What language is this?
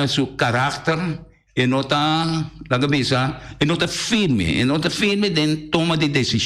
Papiamento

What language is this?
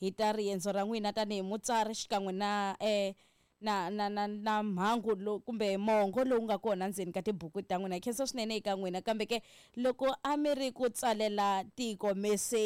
Tsonga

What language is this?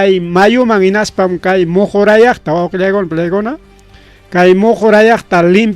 Ayacucho Quechua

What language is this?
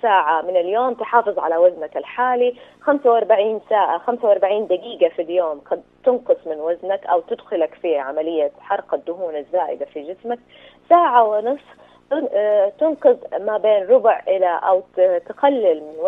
Najdi Arabic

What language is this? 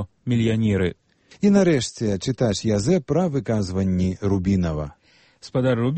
Belarusian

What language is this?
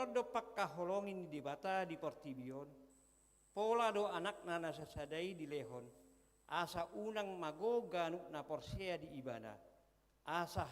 Batak Toba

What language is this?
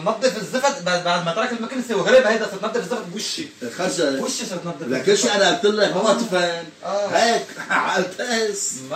North Levantine Arabic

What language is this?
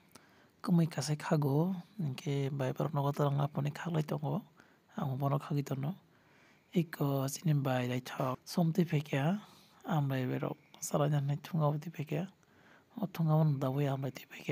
Kok Borok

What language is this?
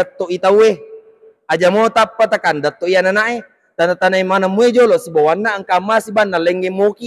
Buginese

